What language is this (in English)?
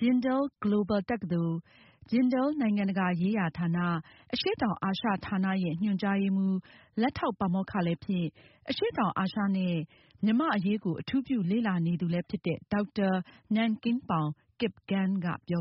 Burmese